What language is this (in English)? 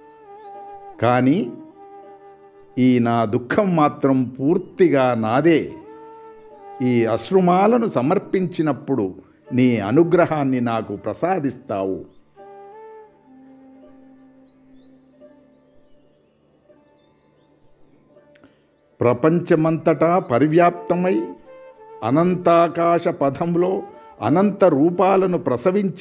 Telugu